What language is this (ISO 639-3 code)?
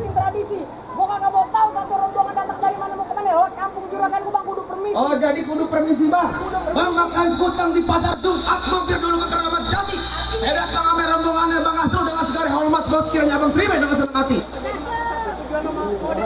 bew